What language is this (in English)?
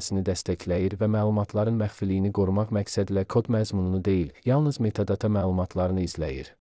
Azerbaijani